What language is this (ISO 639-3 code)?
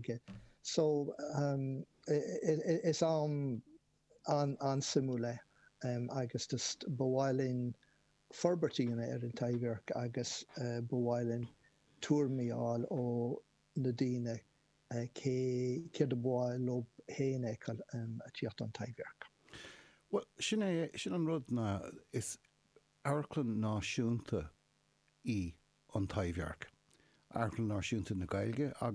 gle